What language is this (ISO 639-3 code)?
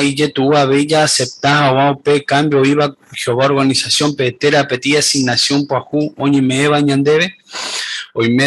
grn